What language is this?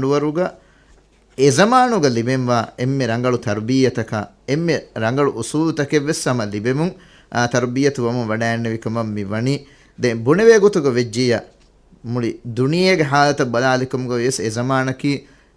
Divehi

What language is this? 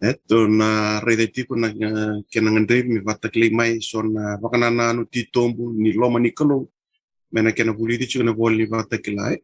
Fijian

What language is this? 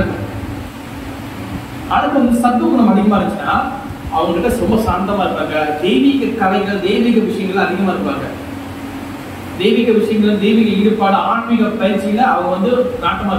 Tamil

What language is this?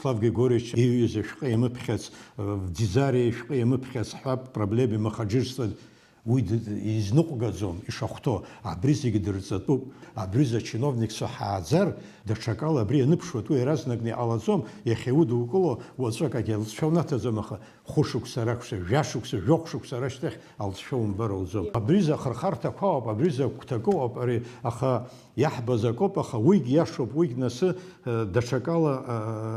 Abkhazian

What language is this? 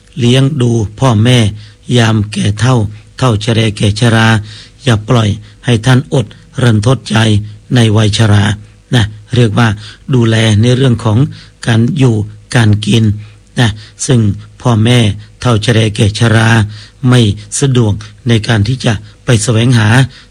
Thai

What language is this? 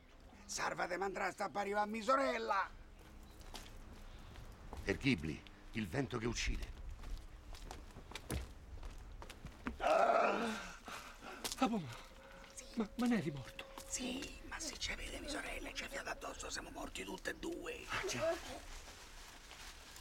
Italian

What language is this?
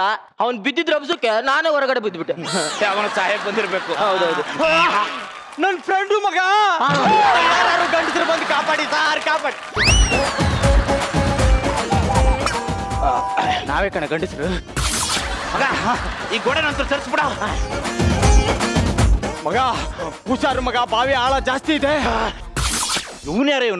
Kannada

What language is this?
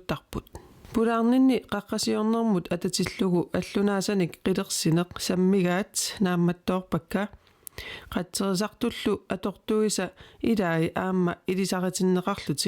Kalaallisut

